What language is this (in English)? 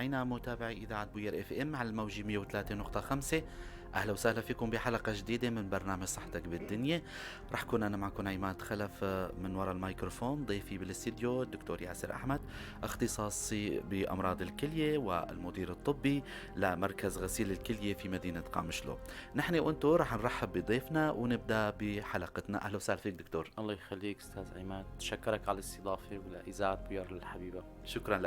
North Levantine Arabic